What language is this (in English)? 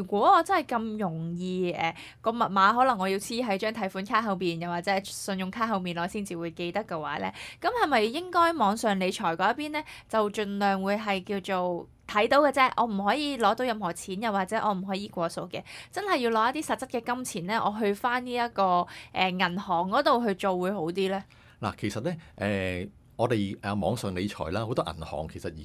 Cantonese